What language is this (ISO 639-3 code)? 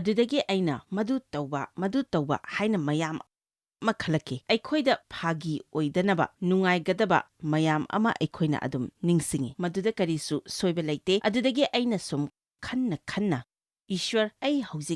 mni